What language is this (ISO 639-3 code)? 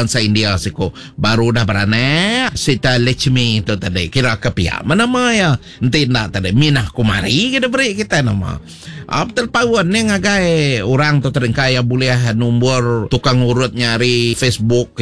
iba